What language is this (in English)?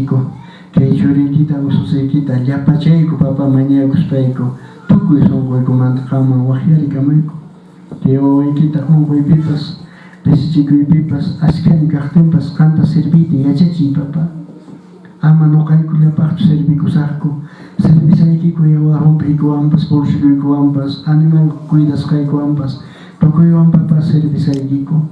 Quechua